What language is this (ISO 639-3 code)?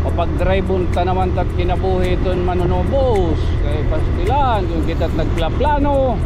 war